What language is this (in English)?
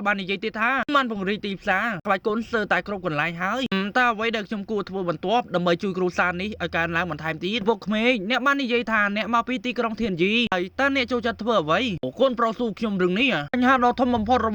Khmer